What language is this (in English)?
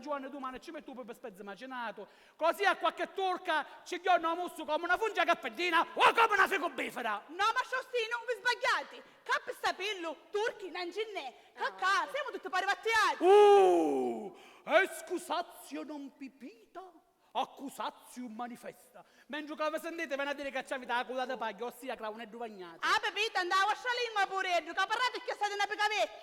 Sicilian